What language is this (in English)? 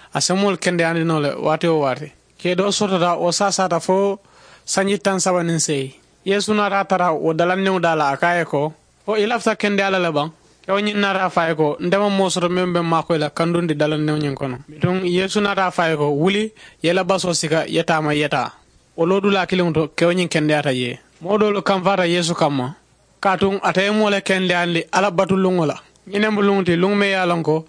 Mandingo